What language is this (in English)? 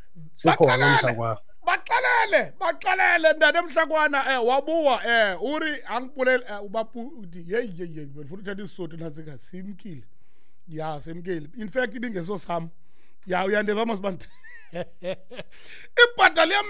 Xhosa